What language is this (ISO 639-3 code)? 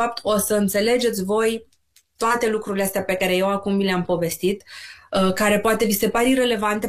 ron